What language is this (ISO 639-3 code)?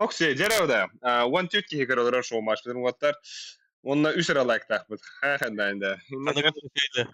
sah